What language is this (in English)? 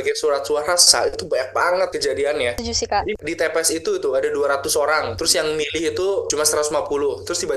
Indonesian